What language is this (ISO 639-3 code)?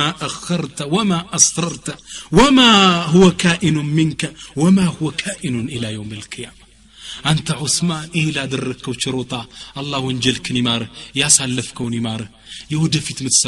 amh